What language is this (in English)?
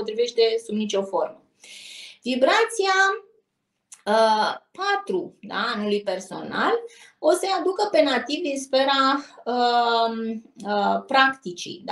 Romanian